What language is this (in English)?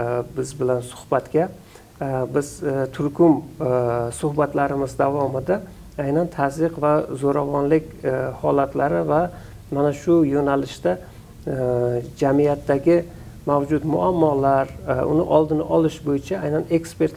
Uzbek